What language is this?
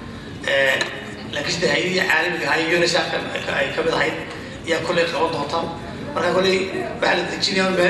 Somali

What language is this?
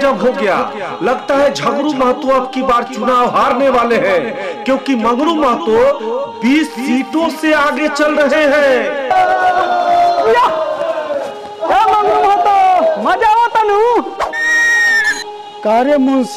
Bhojpuri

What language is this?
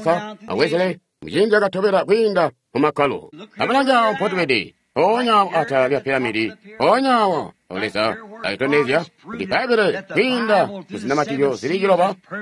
Tonga (Zambia)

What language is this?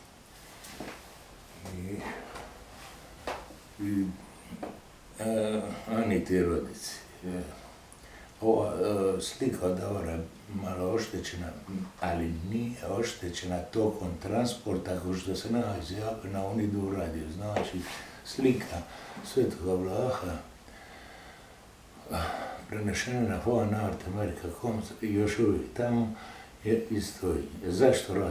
Croatian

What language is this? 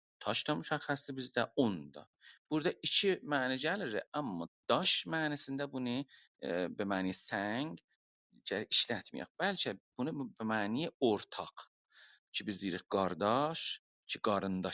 South Azerbaijani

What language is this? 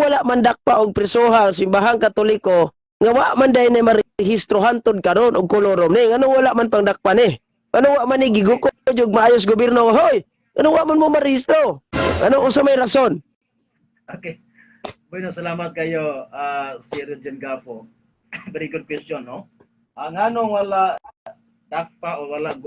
Cebuano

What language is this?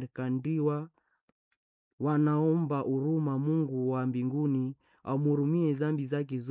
Swahili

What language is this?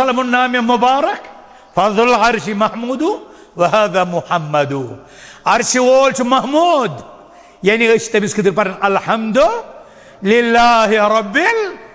Kashmiri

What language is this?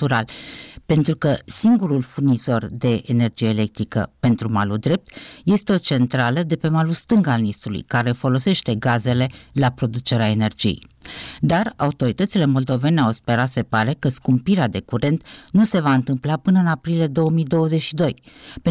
Romanian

